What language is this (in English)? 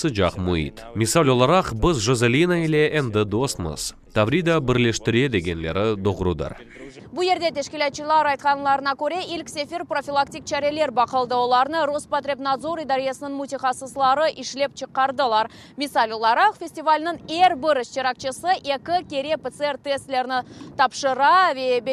Crimean Tatar